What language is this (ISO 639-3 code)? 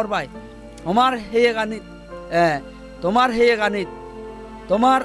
ccp